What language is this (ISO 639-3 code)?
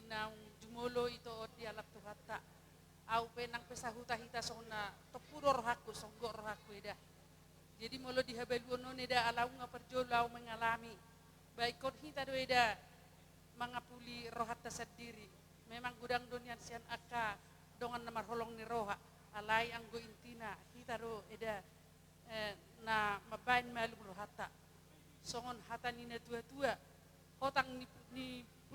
bbc